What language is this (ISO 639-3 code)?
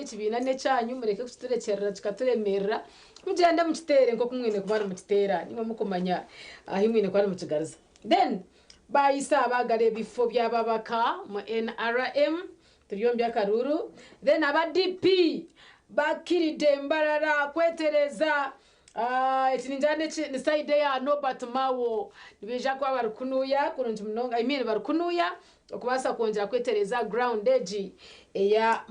nyn